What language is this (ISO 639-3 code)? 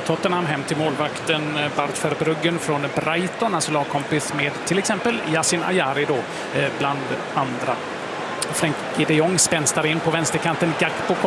swe